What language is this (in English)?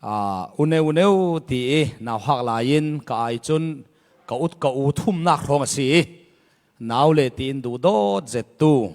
Falam Chin